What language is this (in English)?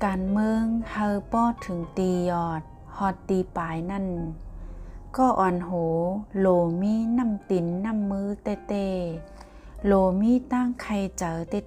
Shan